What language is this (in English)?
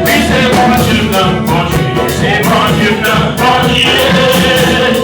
Haitian Creole